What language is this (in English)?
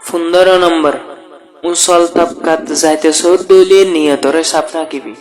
Rohingya